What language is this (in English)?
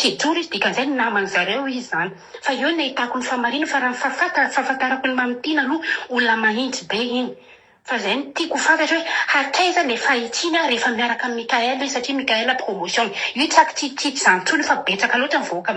Malagasy